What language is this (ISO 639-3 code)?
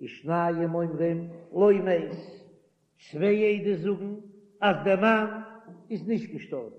yid